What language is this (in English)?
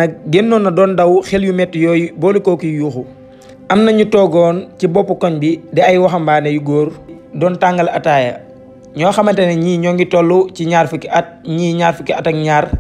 Wolof